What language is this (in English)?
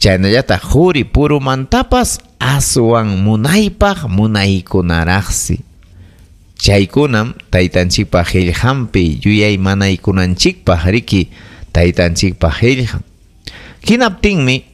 Ayacucho Quechua